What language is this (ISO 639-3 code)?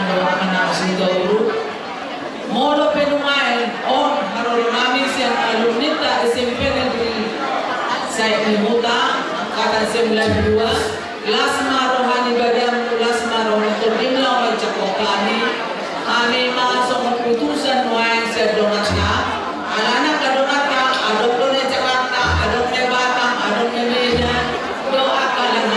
bbc